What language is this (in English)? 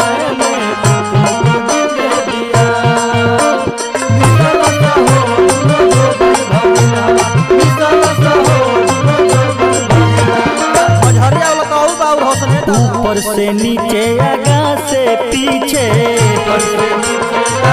Bhojpuri